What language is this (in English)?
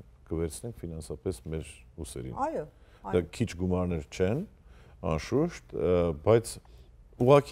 Western Armenian